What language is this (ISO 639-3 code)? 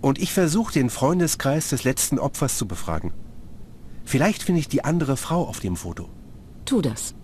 bar